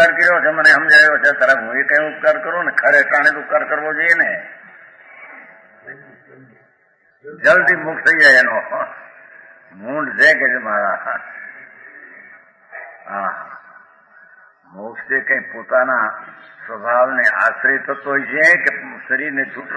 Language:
Gujarati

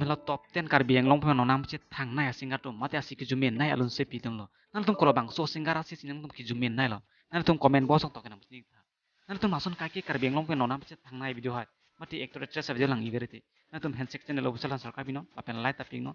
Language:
Karbi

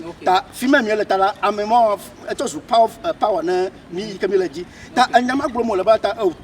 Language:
Ewe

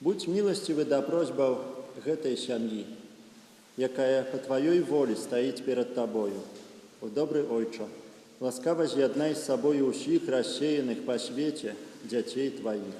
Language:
Belarusian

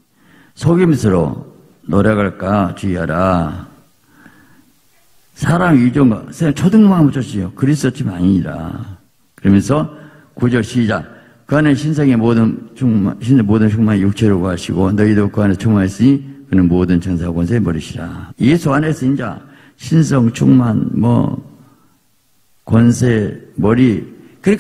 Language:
Korean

